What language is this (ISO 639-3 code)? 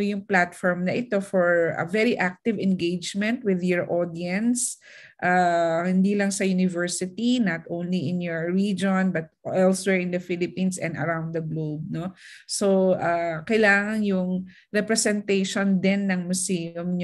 fil